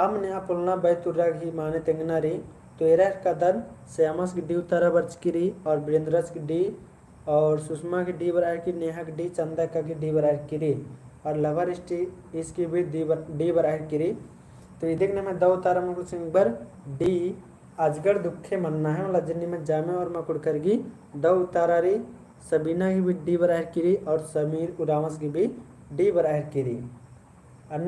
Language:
Kurukh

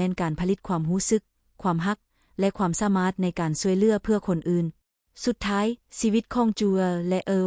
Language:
Lao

